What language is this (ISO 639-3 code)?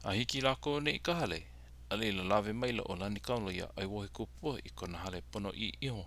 haw